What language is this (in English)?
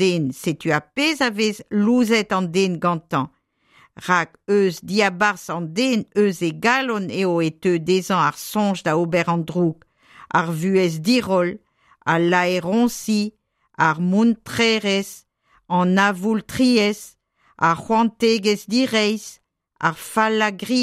Breton